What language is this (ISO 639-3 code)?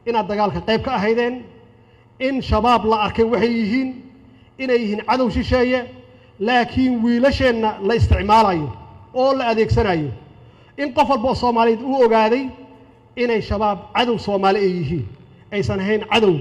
som